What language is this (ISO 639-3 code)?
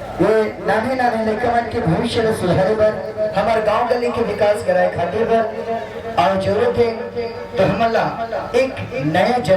hne